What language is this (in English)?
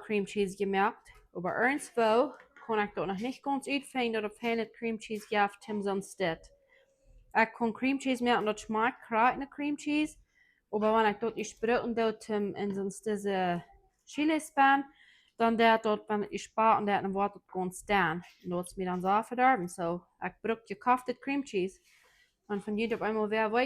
Plautdietsch